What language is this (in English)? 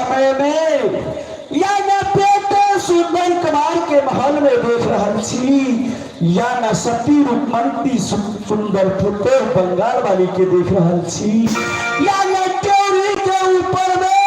Maithili